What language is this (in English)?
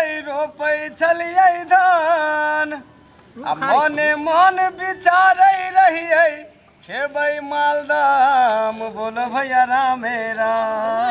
Maithili